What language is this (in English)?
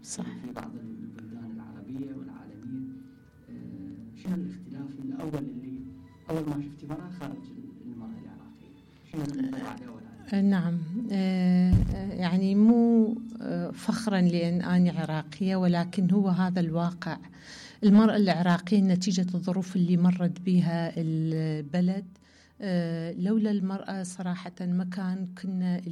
Mesopotamian Arabic